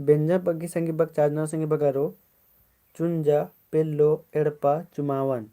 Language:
Kurukh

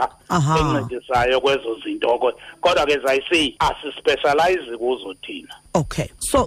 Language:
Xhosa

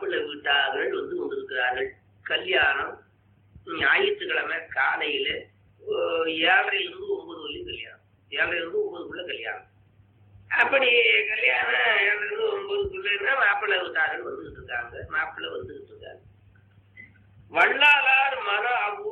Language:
Tamil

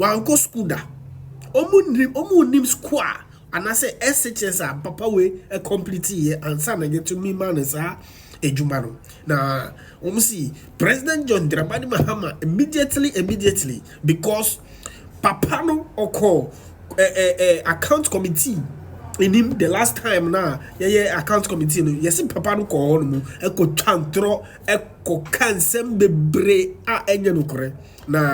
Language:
Akan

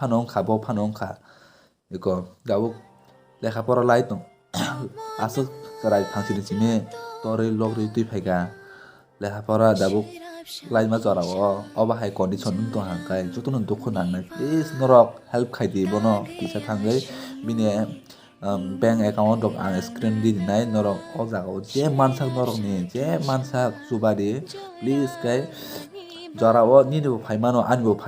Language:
Kok Borok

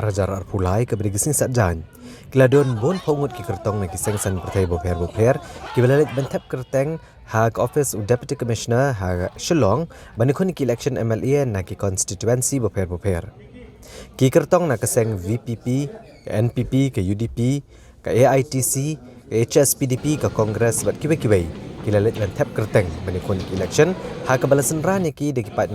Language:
Khasi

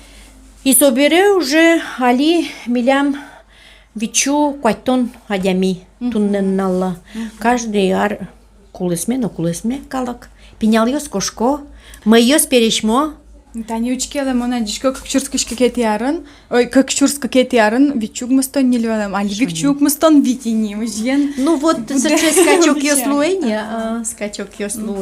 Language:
Udmurt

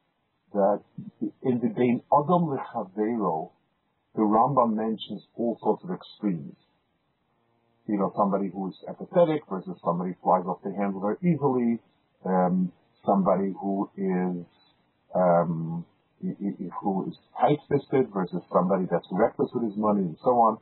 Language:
English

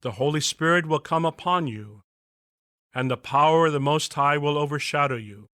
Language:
English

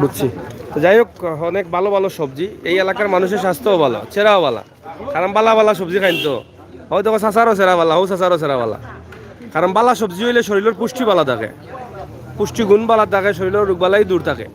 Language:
Sylheti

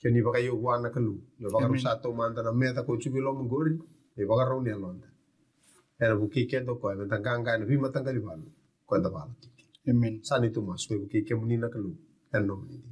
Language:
Fijian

